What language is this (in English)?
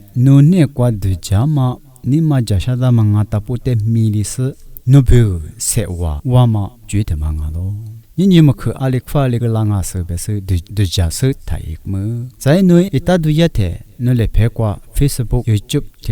Lisu